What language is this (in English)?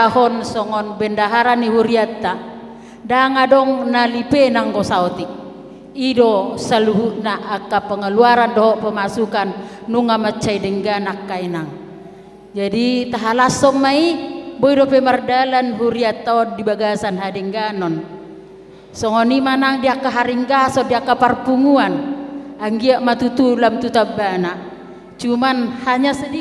Batak Toba